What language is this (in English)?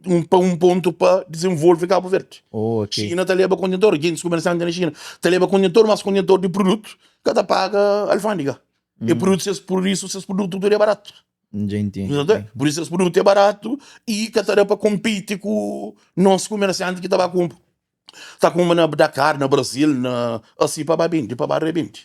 Kabuverdianu